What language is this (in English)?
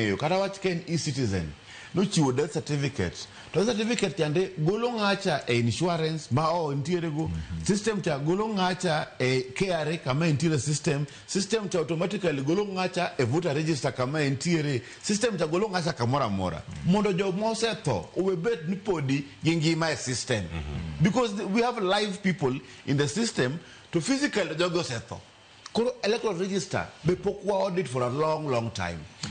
Luo (Kenya and Tanzania)